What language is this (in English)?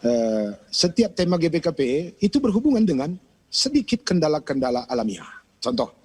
Batak Karo